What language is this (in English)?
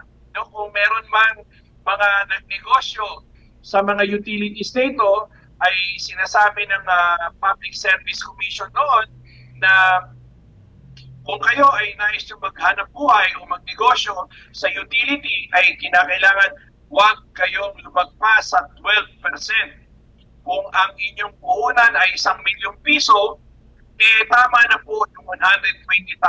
Filipino